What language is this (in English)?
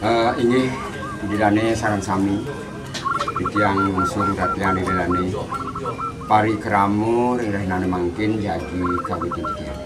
Balinese